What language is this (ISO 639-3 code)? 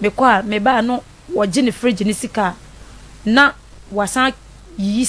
aka